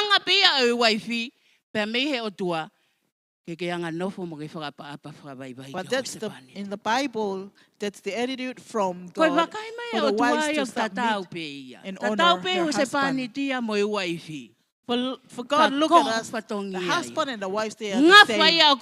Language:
Tongan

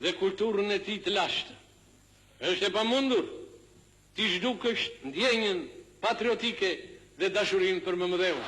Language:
Albanian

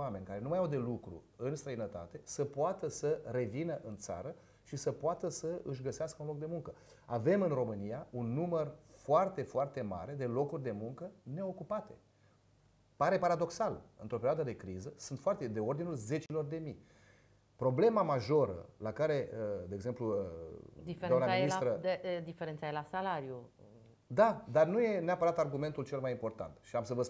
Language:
Romanian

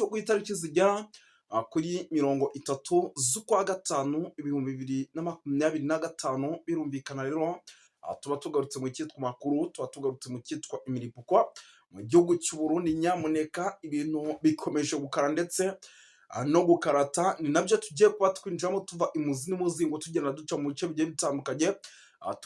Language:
Kinyarwanda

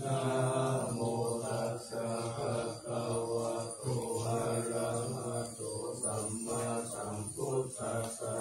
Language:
Pali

